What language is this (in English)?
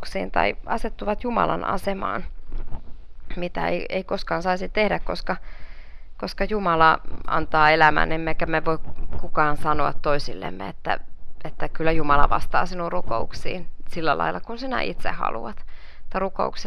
Finnish